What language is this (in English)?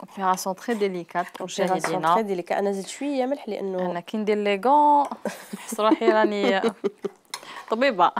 Algerian Arabic